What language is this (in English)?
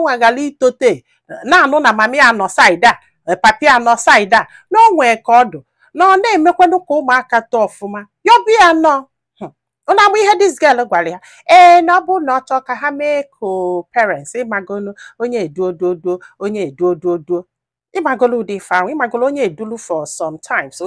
Igbo